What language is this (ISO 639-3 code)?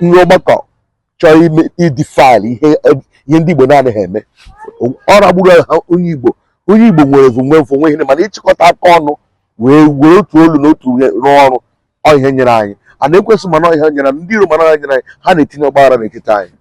ibo